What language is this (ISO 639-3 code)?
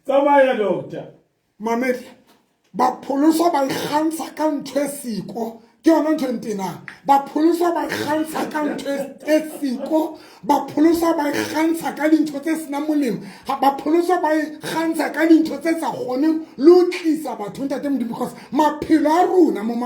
sot